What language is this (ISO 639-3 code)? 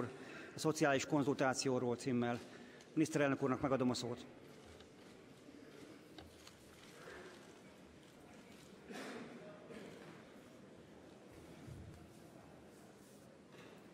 hun